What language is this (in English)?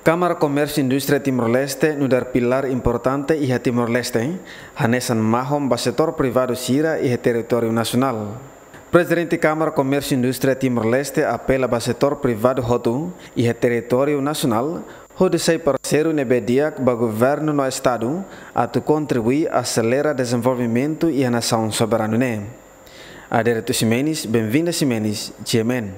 Tetum